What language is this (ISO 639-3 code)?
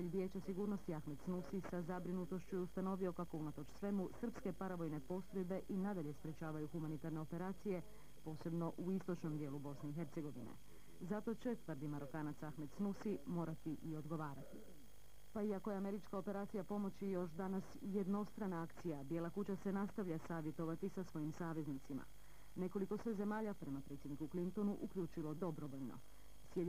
hrv